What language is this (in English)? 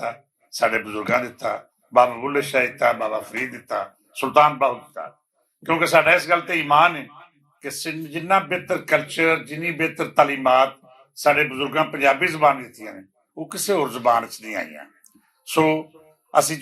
Western Panjabi